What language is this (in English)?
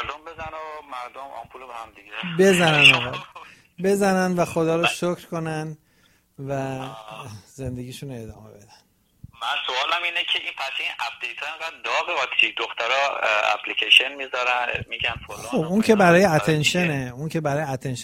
Persian